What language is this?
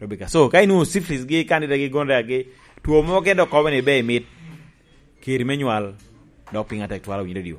Lango (Uganda)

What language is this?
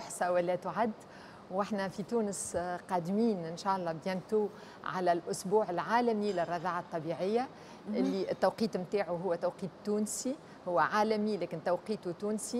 Tunisian Arabic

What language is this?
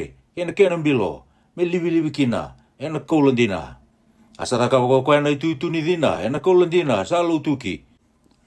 Fijian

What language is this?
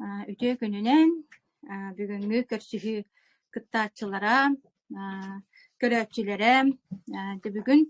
Yakut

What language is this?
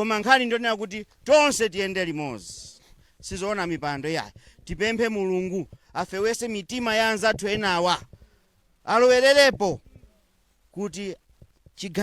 Nyanja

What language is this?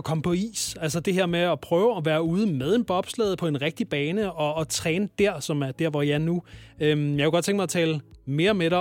Danish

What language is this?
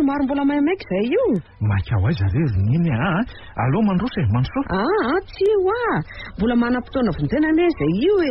Malagasy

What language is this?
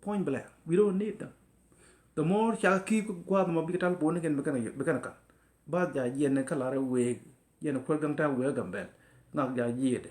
Nuer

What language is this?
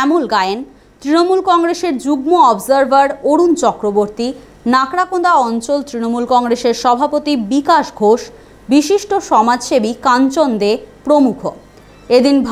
Bangla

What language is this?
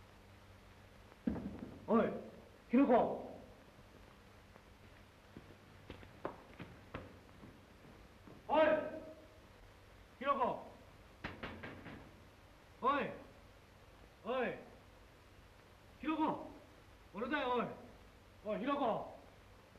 Japanese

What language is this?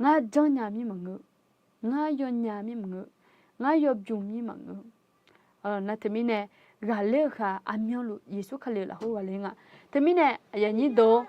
Akha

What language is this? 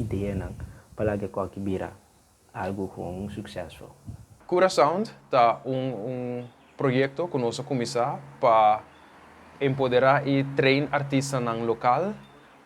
Papiamento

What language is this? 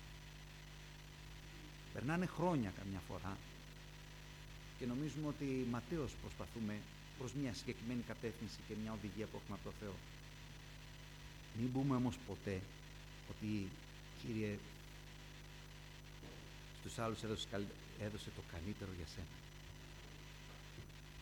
Greek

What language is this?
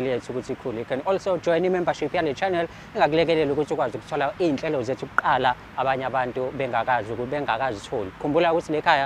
Zulu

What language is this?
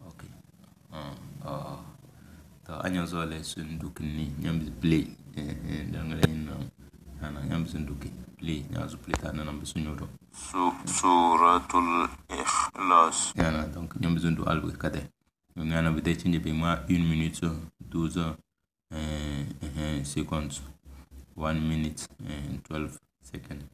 Tem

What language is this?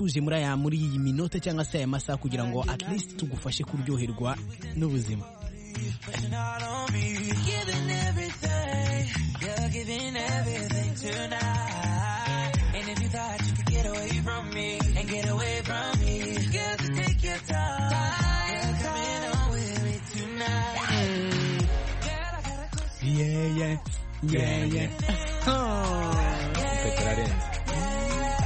Kinyarwanda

